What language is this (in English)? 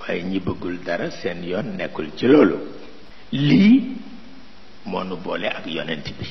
Wolof